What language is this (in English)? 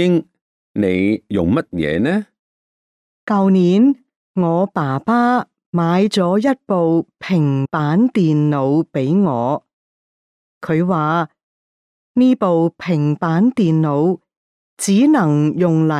Cantonese